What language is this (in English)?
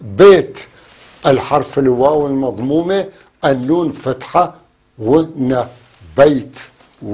North Levantine Arabic